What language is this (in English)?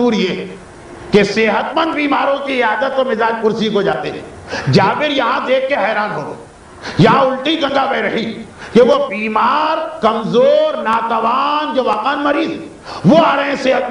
Urdu